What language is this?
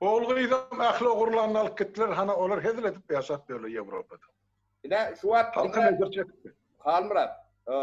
Turkmen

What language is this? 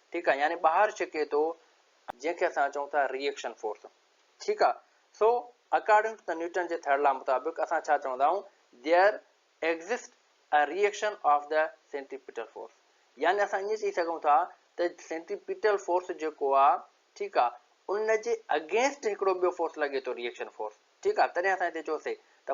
Sindhi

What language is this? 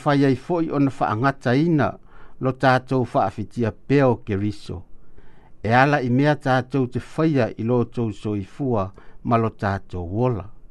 Samoan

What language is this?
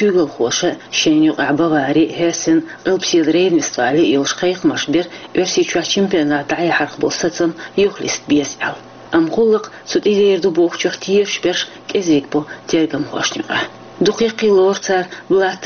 Chechen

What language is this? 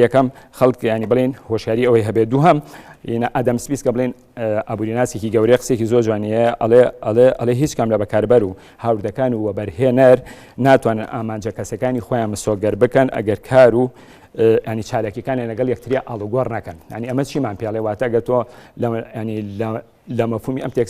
Central Kurdish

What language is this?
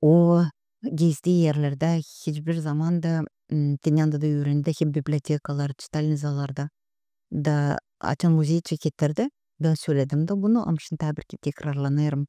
Gagauz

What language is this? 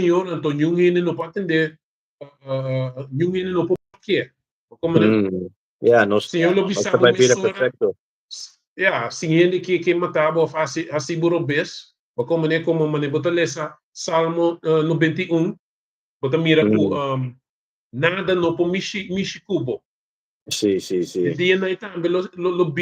Papiamento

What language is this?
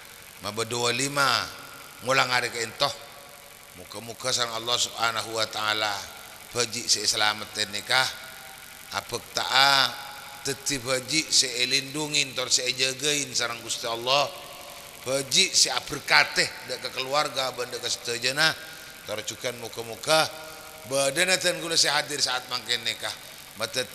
Madurese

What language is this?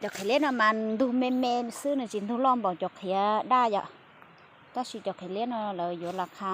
Hmong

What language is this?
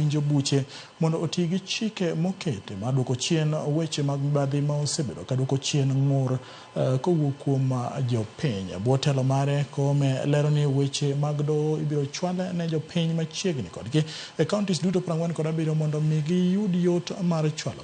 Luo (Kenya and Tanzania)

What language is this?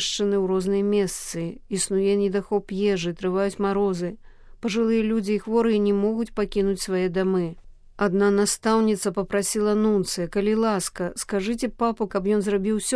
Belarusian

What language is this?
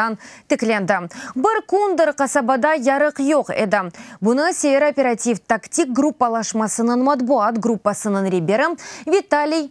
Crimean Tatar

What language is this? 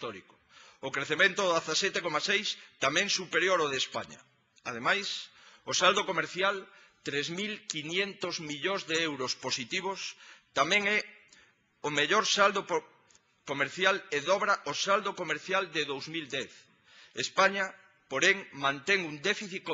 Galician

